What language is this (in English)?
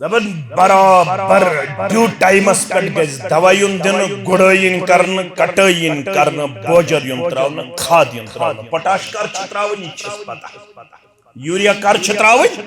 Kashmiri